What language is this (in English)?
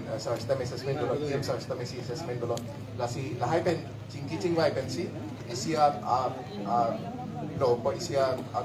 Karbi